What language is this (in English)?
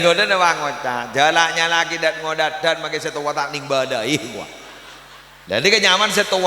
Madurese